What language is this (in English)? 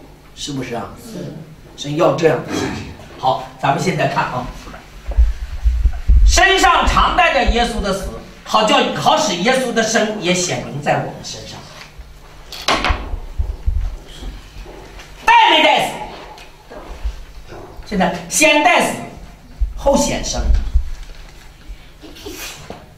Chinese